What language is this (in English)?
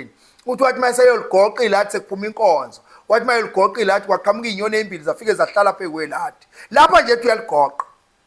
Zulu